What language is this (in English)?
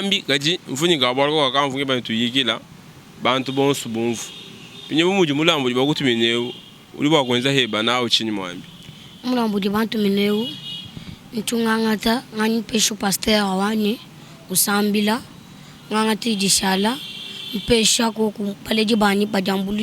Luba-Lulua